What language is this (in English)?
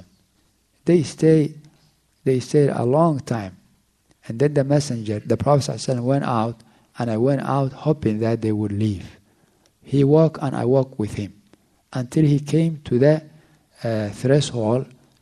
English